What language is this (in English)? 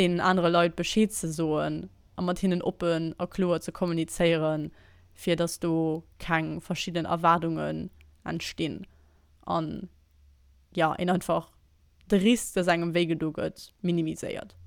Luxembourgish